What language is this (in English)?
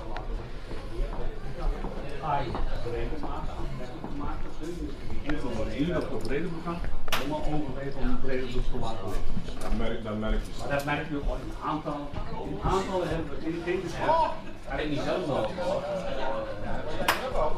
Dutch